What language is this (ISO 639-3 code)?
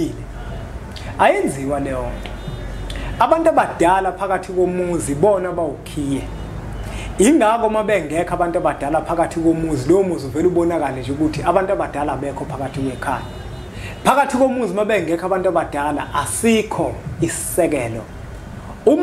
zul